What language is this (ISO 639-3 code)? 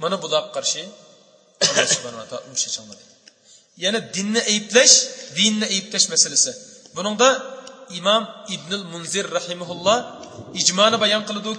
uig